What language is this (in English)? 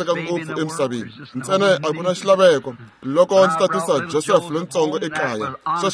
Tsonga